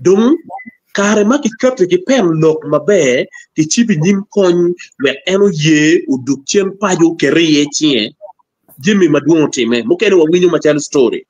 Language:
Acoli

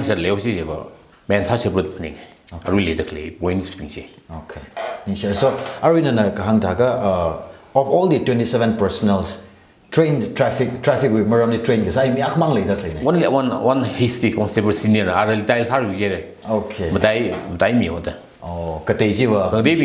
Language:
Tangkhul Naga (India)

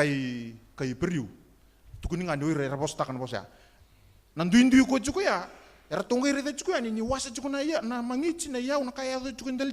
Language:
Fijian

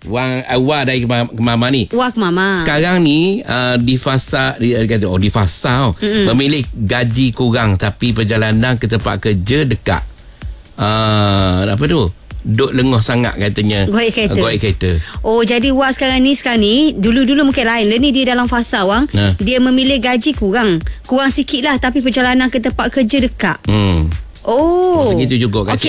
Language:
Malay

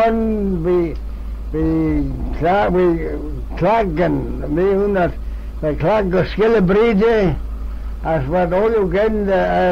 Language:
Manx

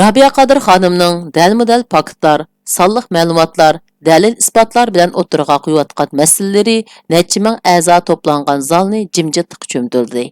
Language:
Uyghur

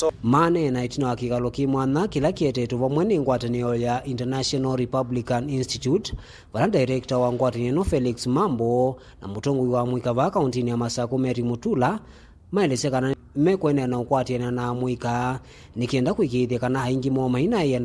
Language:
Kamba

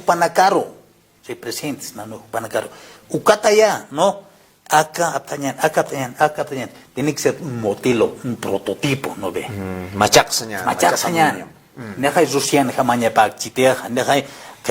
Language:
Aymara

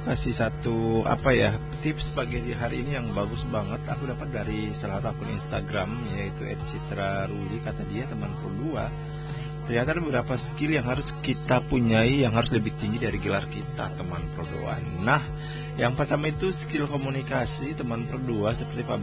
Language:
Indonesian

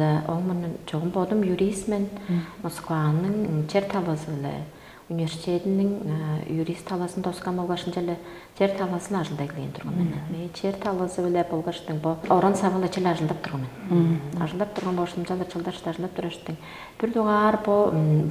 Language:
Tuvinian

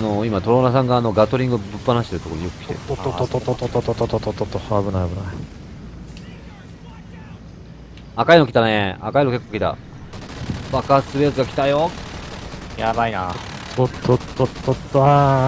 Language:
Japanese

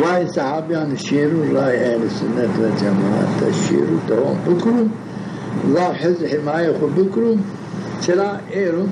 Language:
Zaza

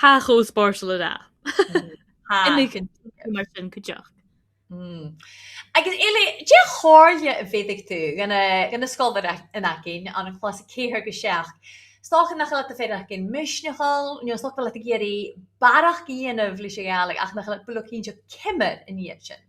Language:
Scottish Gaelic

